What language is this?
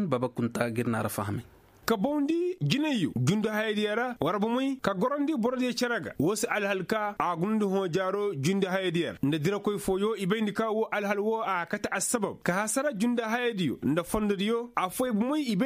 Koyraboro Senni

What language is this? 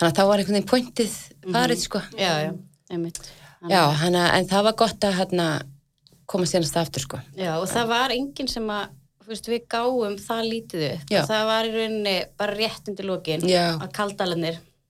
Icelandic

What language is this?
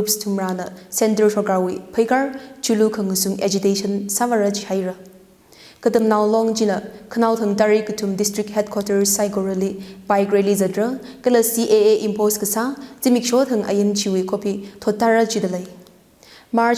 Tangkhul Naga (India)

